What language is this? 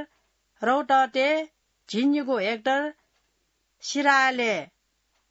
Newari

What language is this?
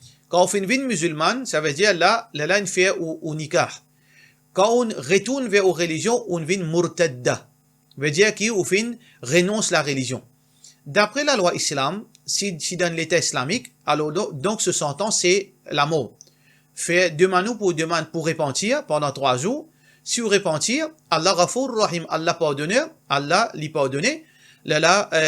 Morisyen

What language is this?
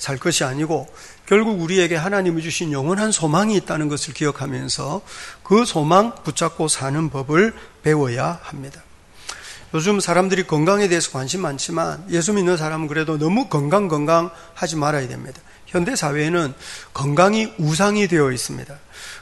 Korean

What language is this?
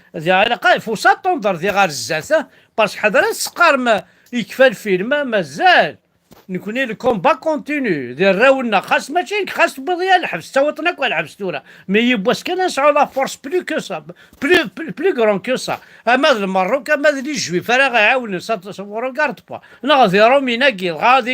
Kabyle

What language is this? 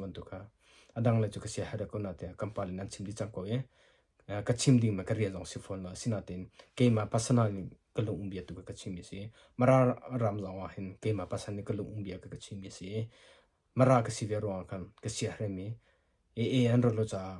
Hakha Chin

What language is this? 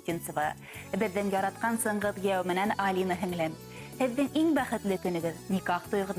Bashkir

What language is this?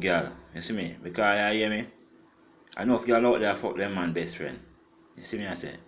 Jamaican Creole English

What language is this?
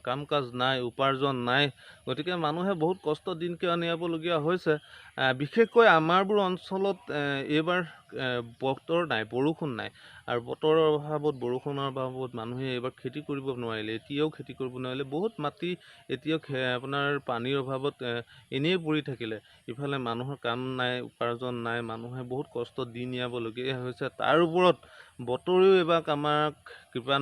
Assamese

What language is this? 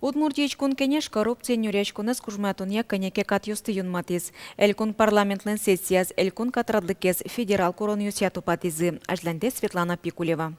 Udmurt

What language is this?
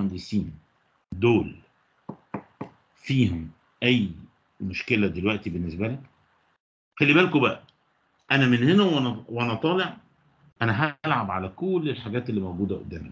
Egyptian Arabic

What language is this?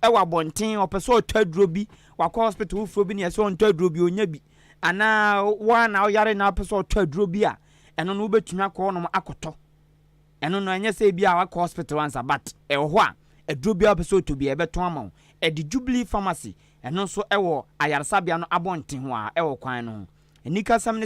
Akan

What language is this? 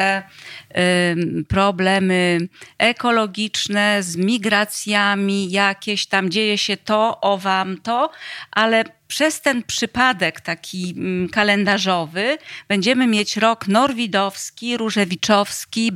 Polish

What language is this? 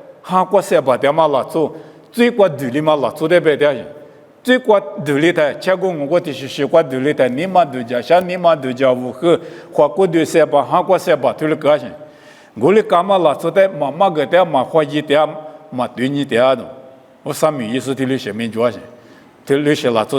Lisu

